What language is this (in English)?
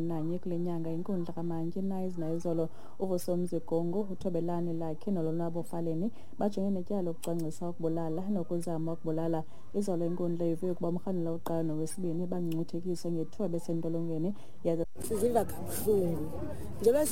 Xhosa